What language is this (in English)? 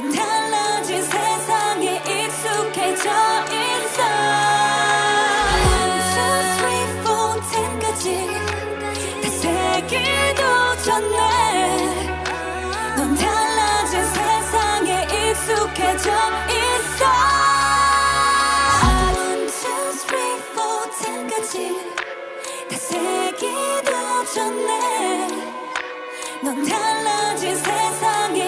Korean